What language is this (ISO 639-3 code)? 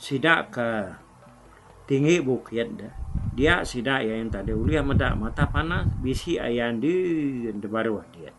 iba